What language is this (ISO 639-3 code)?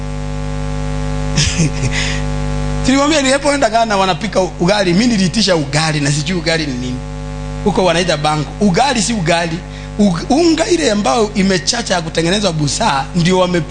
swa